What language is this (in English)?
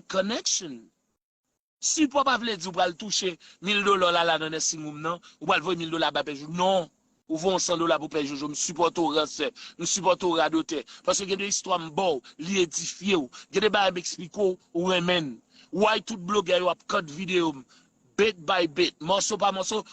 Haitian Creole